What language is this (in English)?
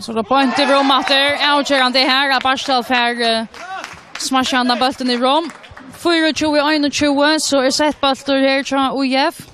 Faroese